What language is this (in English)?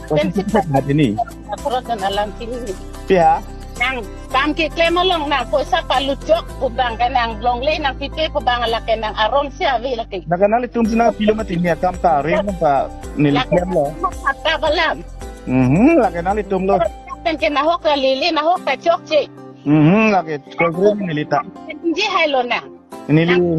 Karbi